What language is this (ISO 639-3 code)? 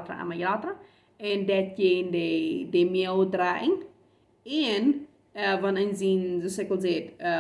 pdt